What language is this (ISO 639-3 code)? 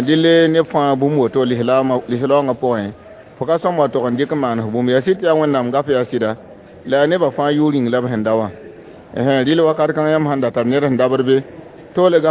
mos